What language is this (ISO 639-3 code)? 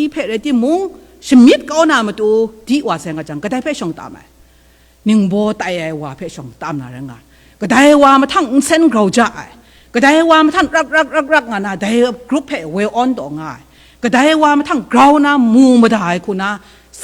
kac